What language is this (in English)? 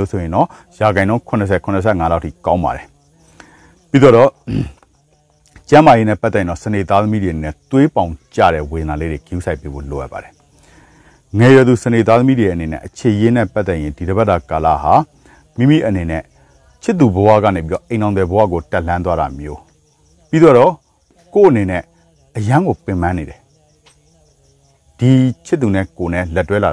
Burmese